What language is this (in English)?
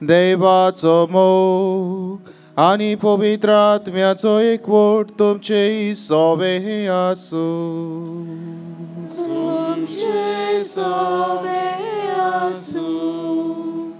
Konkani